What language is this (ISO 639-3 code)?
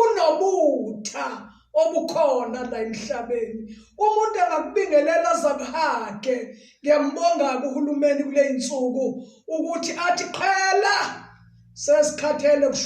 zul